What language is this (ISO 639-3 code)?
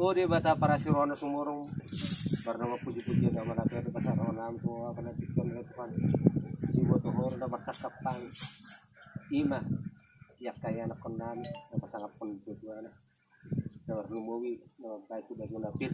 bbc